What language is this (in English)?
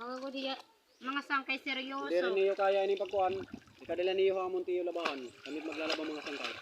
Waray